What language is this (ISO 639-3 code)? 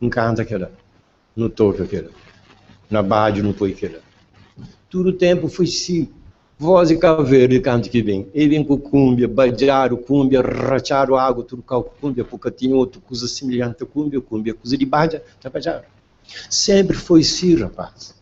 kea